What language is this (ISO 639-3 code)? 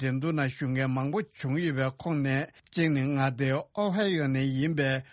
bod